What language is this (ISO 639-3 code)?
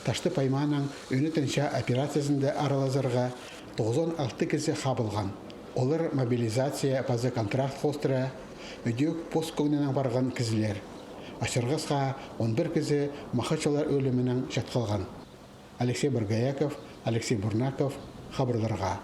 kjh